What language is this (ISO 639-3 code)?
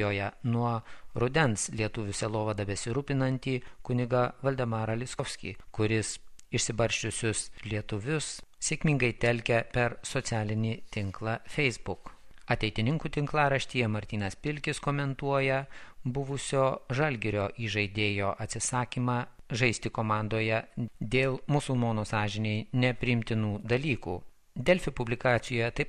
lit